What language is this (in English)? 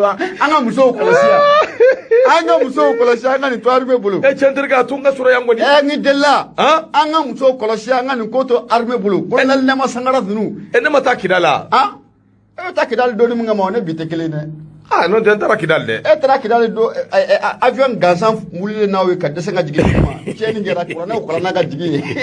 Bambara